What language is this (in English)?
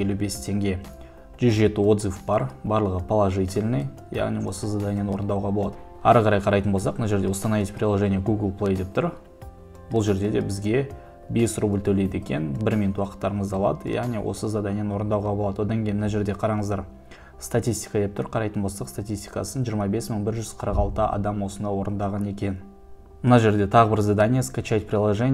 Kazakh